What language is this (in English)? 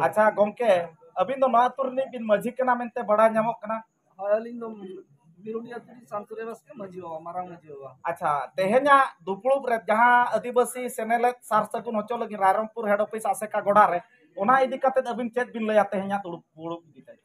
Santali